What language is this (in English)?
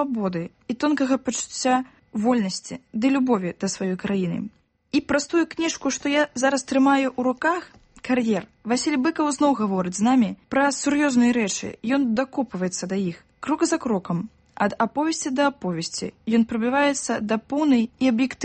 Belarusian